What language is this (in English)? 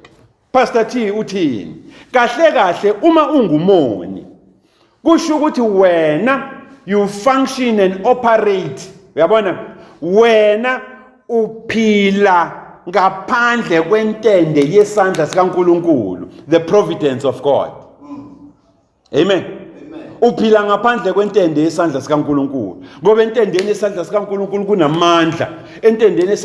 Zulu